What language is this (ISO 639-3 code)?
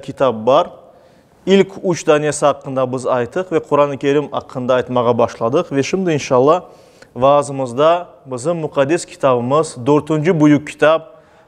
crh